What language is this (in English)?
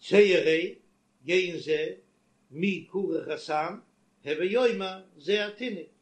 Yiddish